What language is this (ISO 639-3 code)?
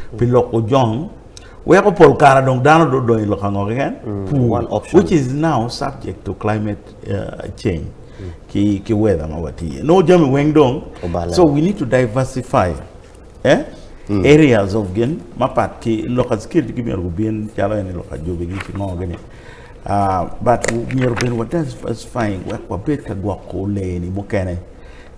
ach